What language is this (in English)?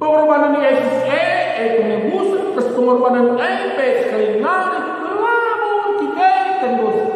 Batak Karo